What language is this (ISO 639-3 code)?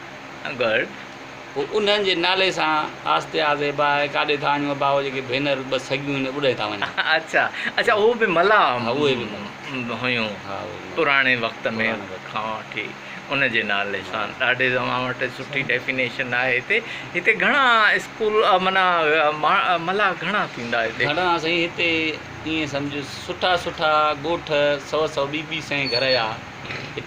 snd